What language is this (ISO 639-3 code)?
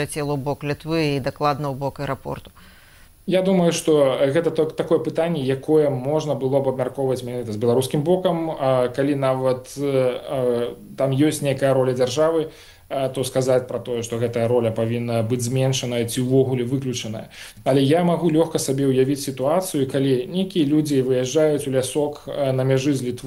bel